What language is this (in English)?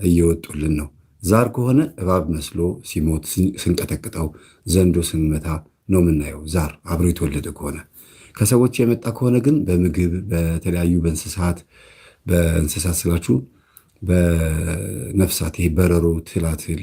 Amharic